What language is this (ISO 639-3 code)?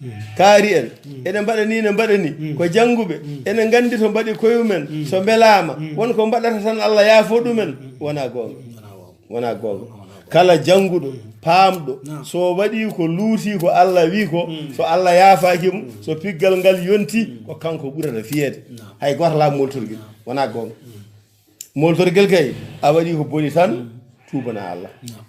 ful